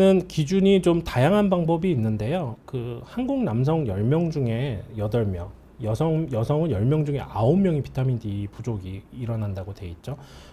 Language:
Korean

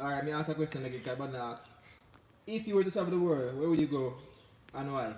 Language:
Jamaican Creole English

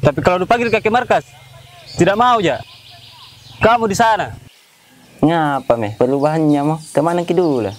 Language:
Makassar Malay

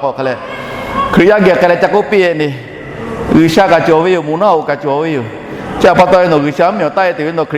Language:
Lahu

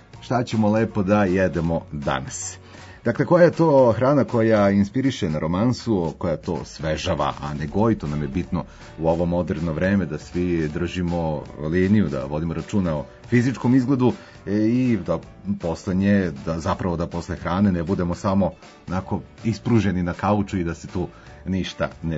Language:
Serbian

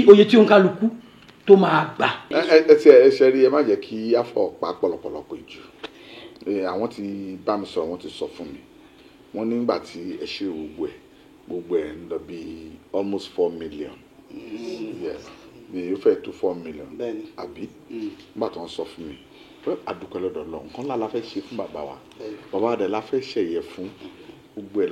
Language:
Yoruba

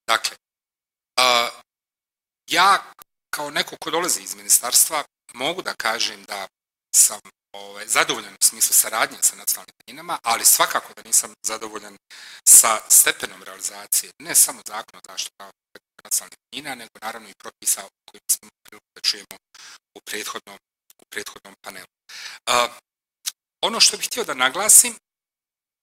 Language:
Bosnian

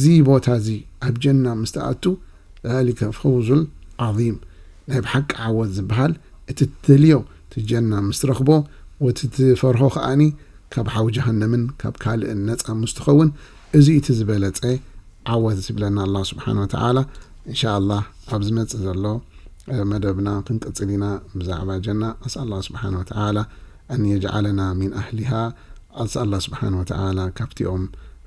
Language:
Tigrinya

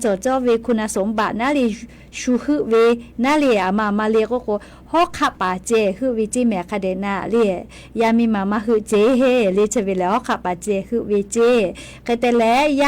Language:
Lahu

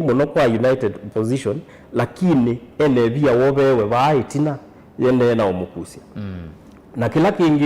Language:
Kamba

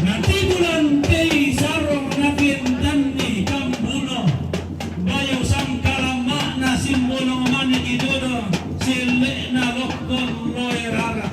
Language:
Toraja-Sa'dan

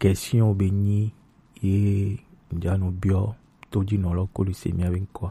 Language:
Gen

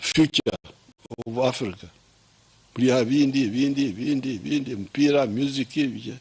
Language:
Nyankole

